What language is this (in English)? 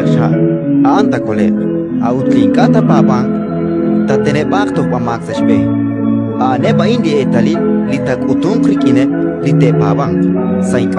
Kekchí